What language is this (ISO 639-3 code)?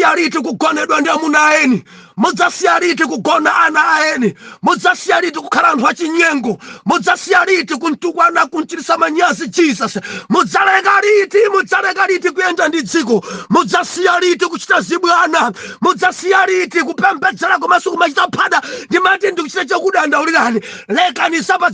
nya